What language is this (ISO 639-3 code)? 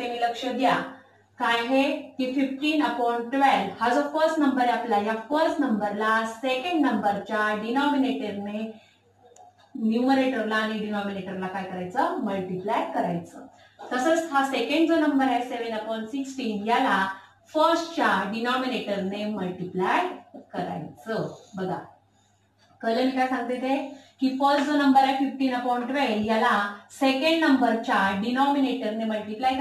mar